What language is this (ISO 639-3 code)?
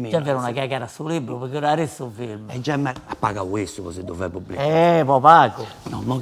srd